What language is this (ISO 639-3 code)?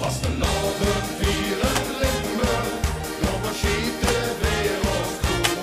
lim